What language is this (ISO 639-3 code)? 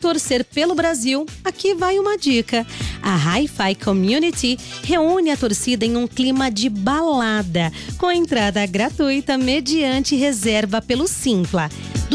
por